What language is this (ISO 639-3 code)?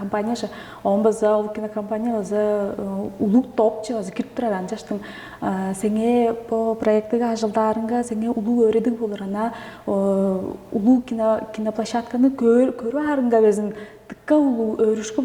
tyv